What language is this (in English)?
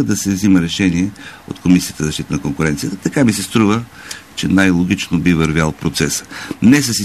Bulgarian